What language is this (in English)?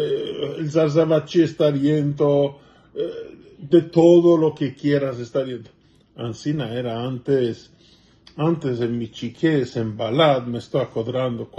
Ladino